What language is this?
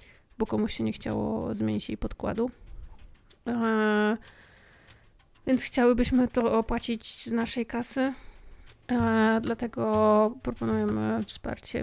Polish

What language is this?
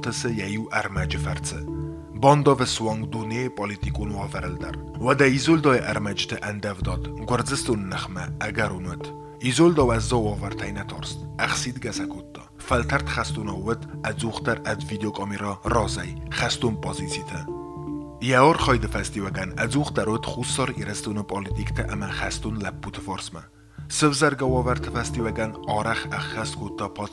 Ossetic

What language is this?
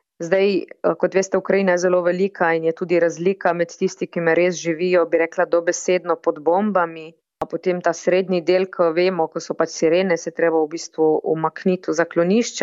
Slovenian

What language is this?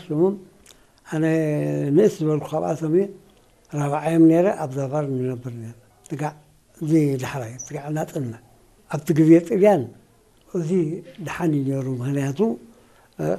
Tigrinya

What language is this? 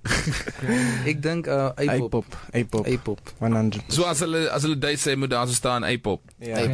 Afrikaans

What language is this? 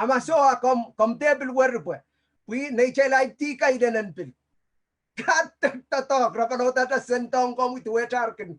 Pohnpeian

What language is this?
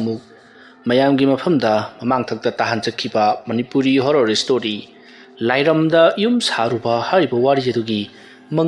Manipuri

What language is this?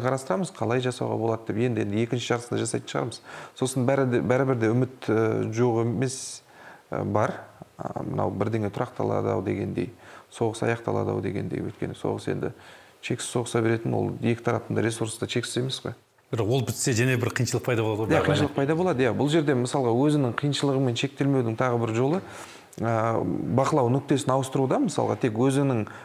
Kazakh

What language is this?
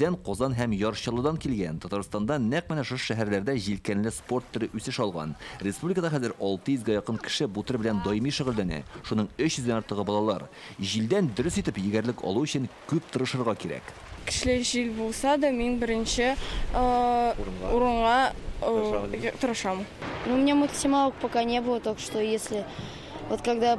Tatar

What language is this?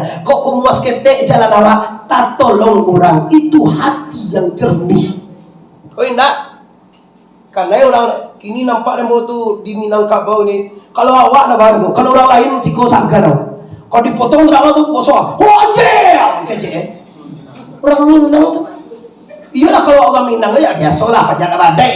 Minangkabau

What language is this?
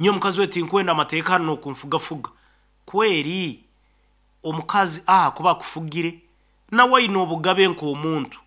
Nyankole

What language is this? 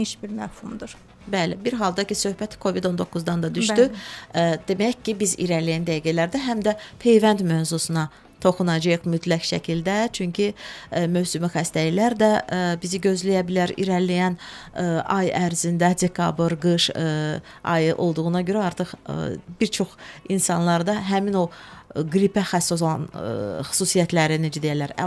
Azerbaijani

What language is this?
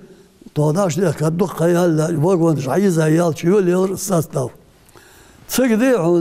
Ingush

